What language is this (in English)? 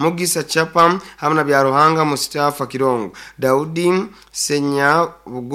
Nyoro